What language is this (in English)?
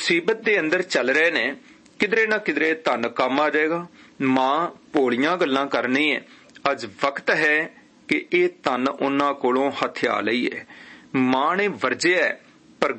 Punjabi